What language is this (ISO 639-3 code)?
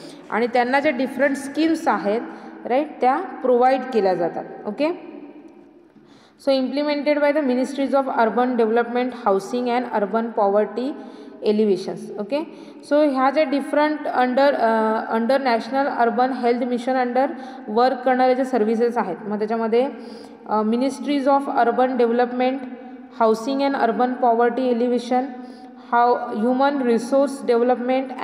mar